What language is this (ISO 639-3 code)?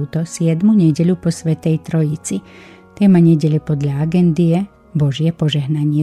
slk